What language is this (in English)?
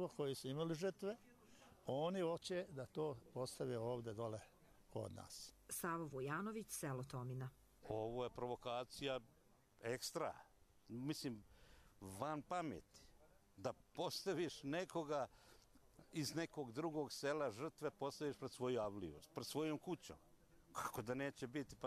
Croatian